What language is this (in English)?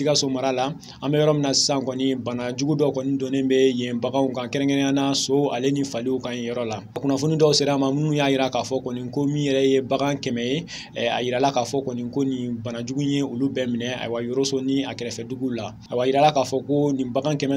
Bambara